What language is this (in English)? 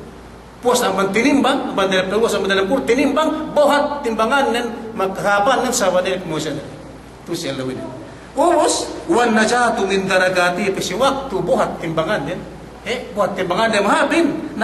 Yakan